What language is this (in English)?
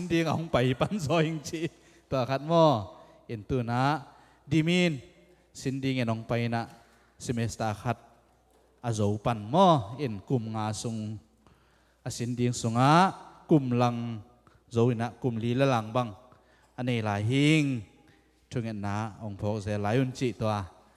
Tedim Chin